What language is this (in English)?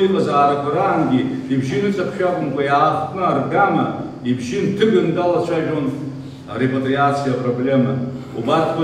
Abkhazian